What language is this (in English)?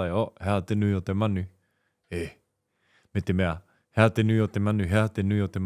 Māori